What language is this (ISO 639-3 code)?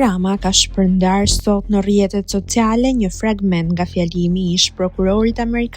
sqi